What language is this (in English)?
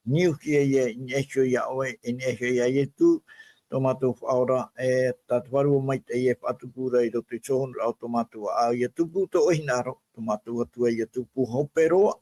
Tahitian